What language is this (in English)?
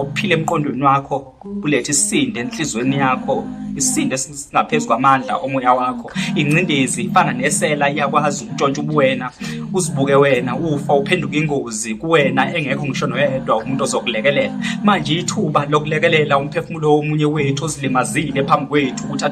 Zulu